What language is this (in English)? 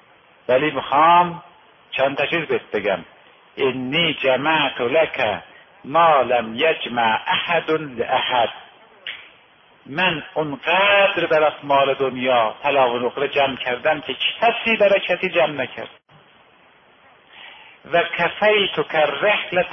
Persian